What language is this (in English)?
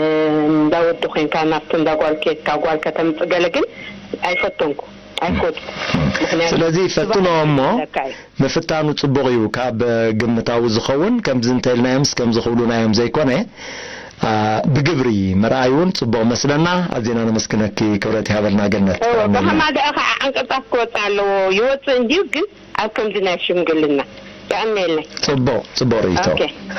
Tigrinya